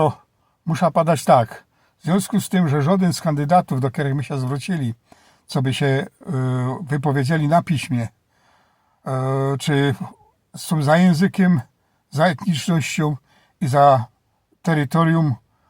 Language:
Silesian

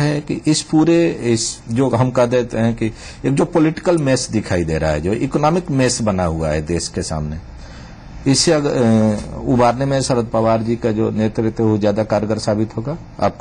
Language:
Hindi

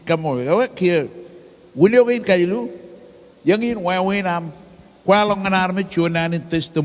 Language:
Marshallese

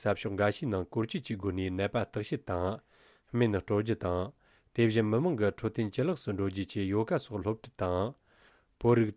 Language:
Tibetan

